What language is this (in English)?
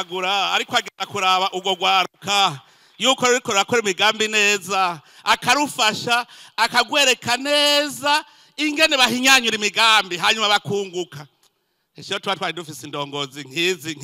Rundi